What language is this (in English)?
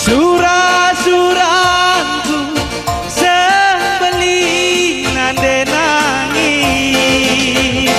Batak Karo